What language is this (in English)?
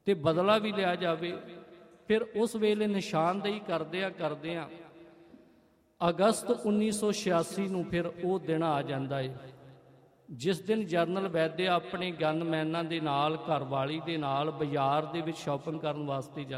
Punjabi